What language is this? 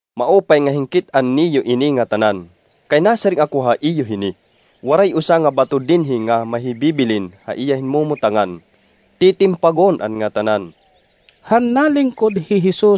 Waray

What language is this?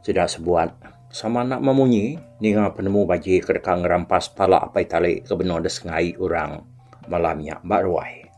Iban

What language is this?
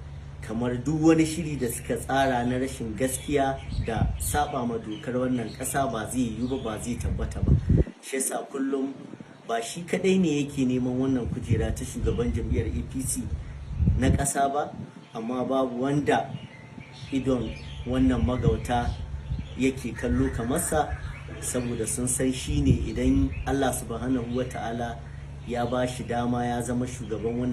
Hausa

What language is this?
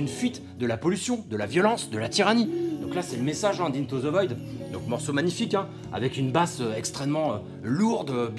French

